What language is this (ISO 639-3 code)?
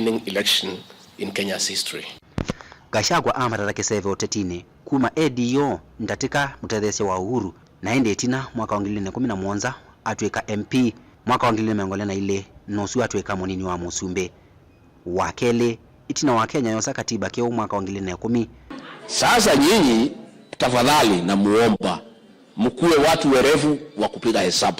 kam